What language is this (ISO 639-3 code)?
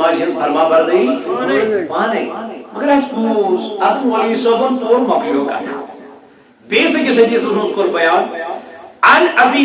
kas